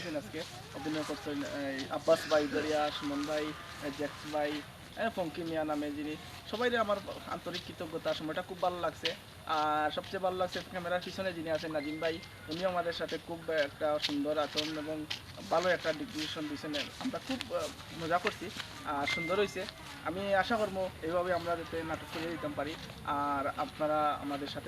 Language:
Sylheti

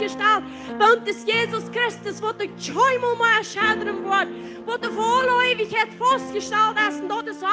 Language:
Plautdietsch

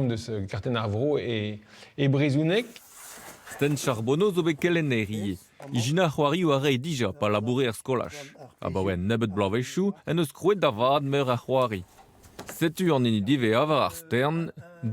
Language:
Breton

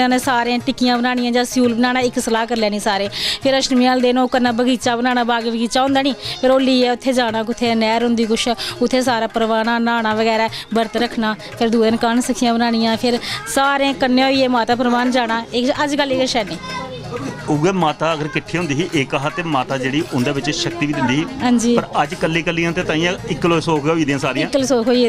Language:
Dogri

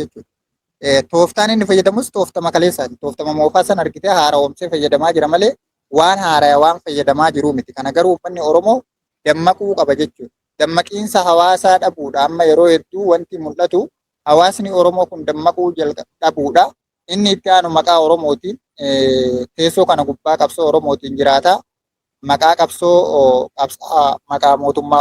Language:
Oromo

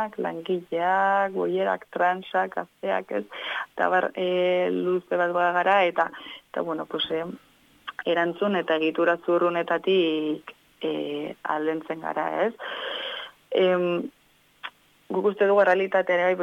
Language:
Basque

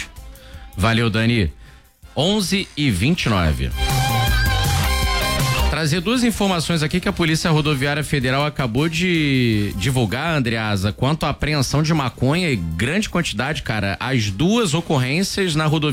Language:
Portuguese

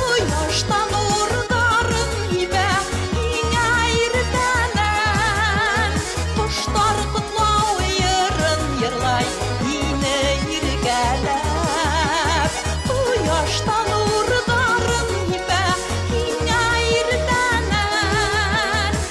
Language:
Bashkir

